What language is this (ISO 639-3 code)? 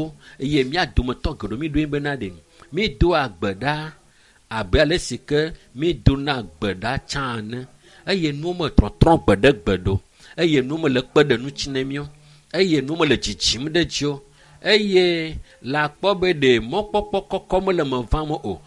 ewe